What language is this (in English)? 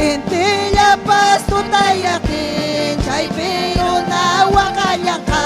Ayacucho Quechua